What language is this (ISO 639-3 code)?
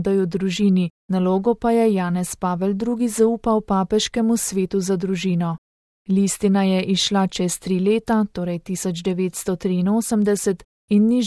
slv